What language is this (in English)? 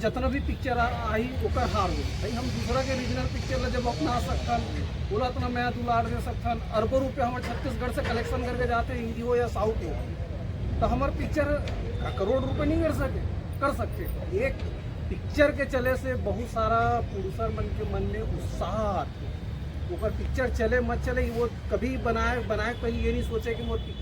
Chhattisgarhi